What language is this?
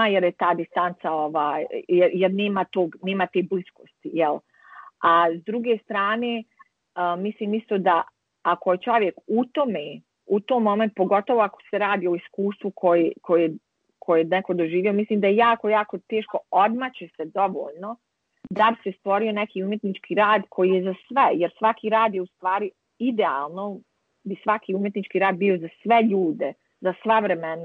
Bosnian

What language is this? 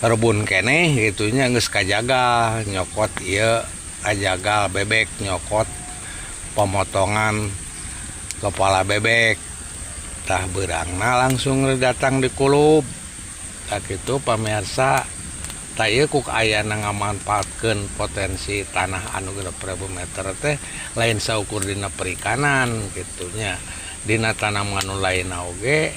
Sundanese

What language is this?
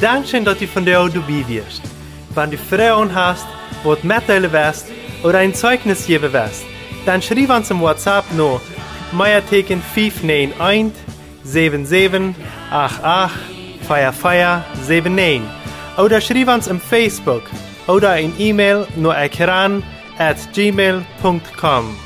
Plautdietsch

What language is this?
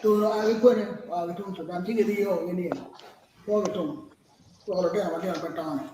Acoli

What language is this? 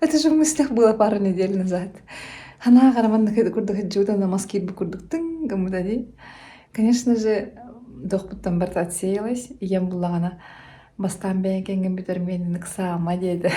Yakut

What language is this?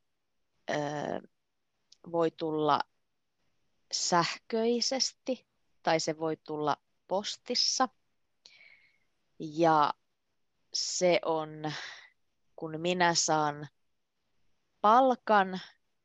Finnish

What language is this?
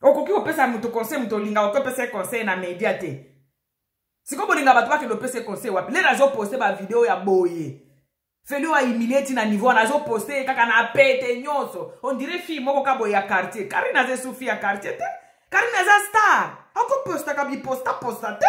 Lingala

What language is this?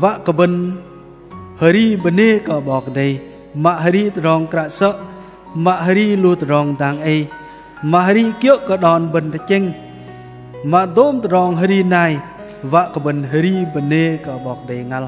Bahnar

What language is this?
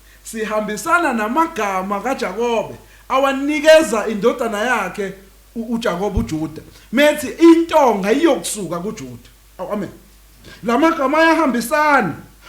Zulu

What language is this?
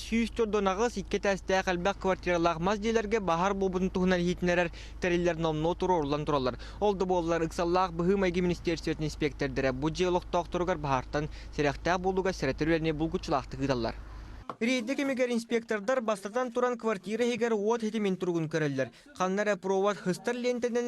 Yakut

